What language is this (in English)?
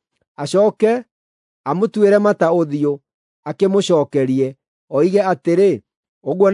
Kikuyu